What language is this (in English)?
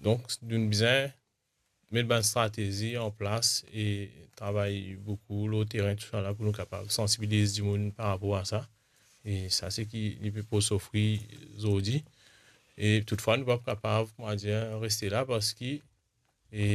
Morisyen